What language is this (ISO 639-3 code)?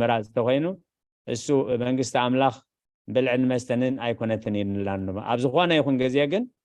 tir